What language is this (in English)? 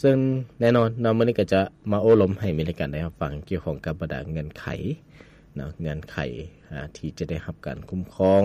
Lao